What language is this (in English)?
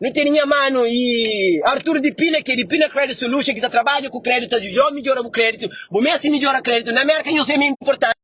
Kabuverdianu